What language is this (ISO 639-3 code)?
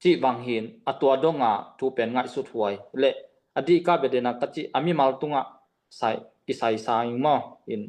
ctd